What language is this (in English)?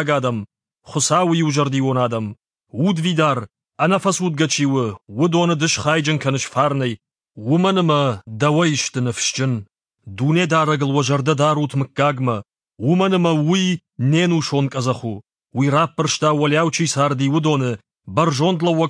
Ossetic